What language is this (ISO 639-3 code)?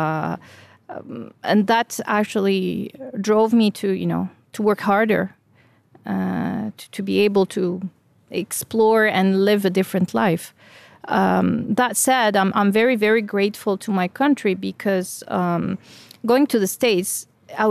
ltz